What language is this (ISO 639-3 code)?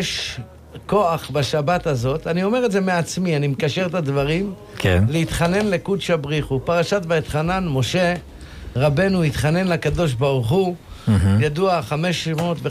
heb